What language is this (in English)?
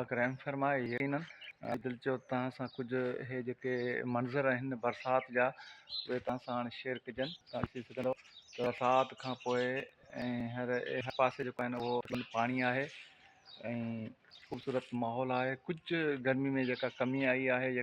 Sindhi